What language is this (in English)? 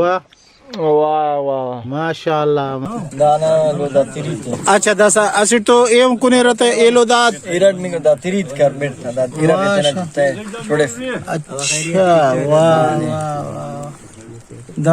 Brahui